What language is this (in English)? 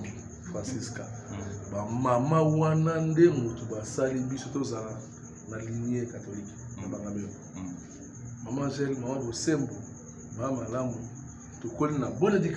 Lingala